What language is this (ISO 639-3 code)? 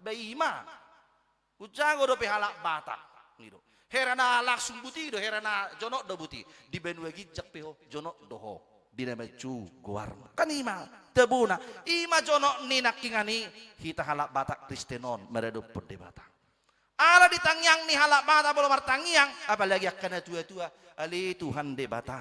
bbc